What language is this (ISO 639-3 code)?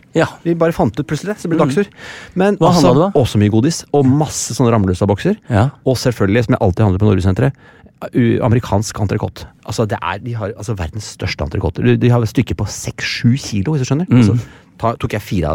nor